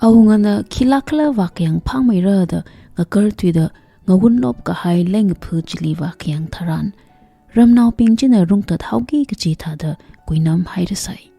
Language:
Tangkhul Naga (India)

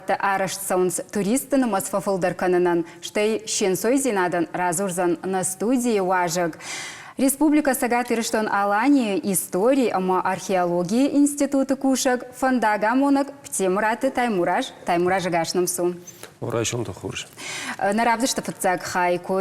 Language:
Ossetic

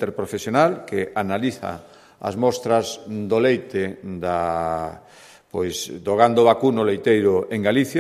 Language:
Galician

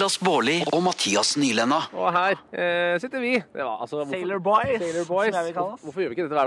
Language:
Norwegian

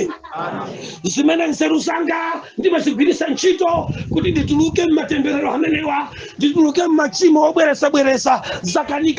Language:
Nyanja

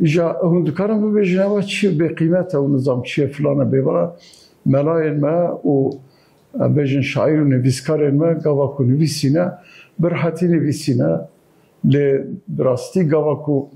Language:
Kurdish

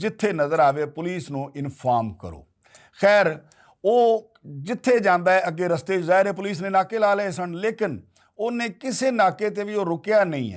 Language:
Western Panjabi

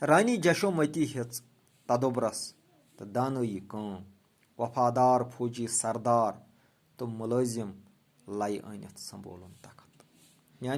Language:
Kashmiri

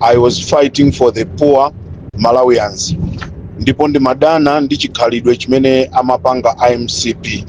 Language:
Nyanja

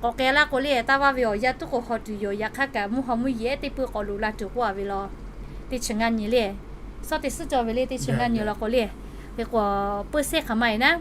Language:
Lahu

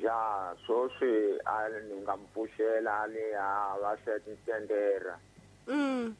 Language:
Tsonga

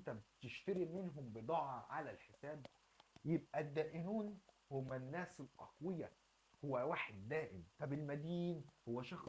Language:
Egyptian Arabic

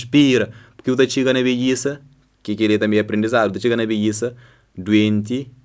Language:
Kabuverdianu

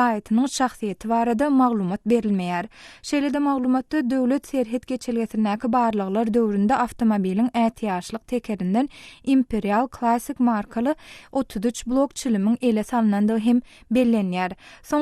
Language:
Turkmen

